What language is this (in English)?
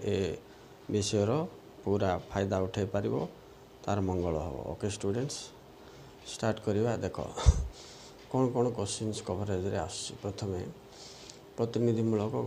Odia